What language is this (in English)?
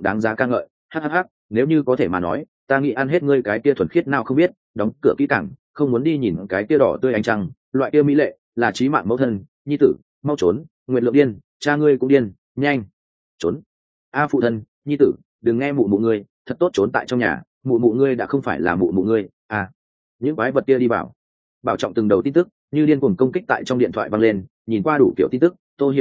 Vietnamese